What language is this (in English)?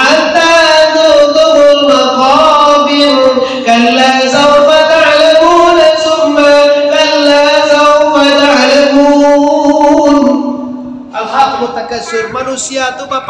Minangkabau